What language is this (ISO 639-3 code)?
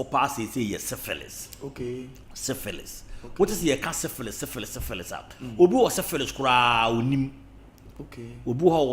aka